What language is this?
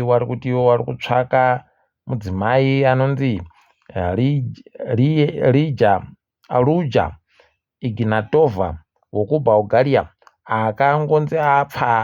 Ndau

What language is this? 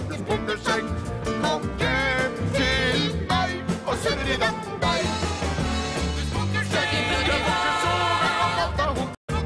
Norwegian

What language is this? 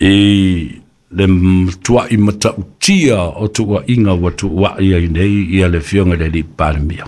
Samoan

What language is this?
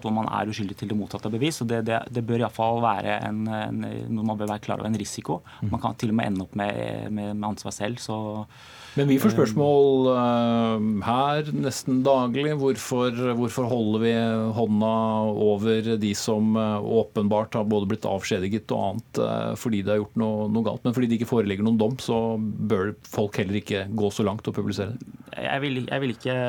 Norwegian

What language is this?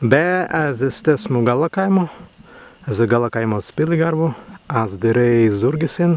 Prussian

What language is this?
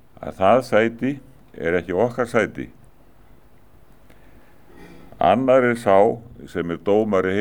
Icelandic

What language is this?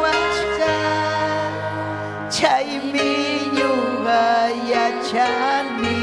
Ayacucho Quechua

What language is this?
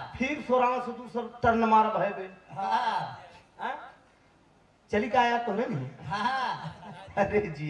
Bhojpuri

